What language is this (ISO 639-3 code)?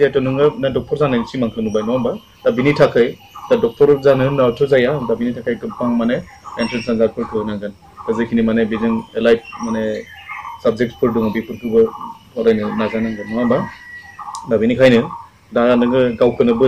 brx